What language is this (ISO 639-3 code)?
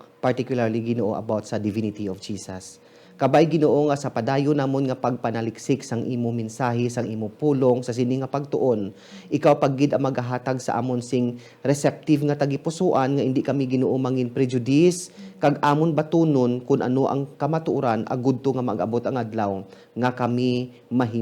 hil